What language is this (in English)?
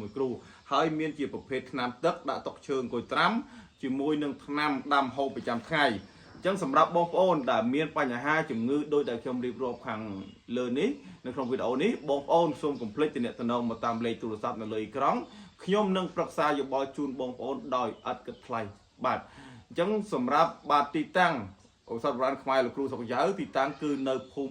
Khmer